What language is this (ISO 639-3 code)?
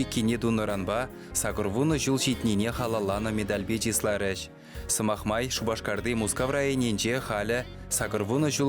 chv